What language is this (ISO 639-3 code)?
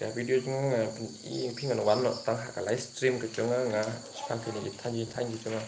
kha